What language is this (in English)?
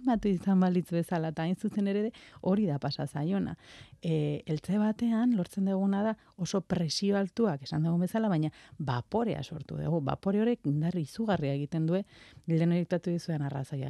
Basque